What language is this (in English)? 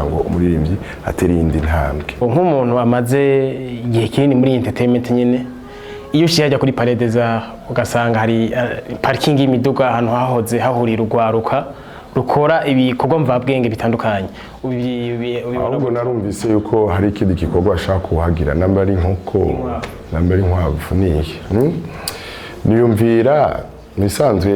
Rundi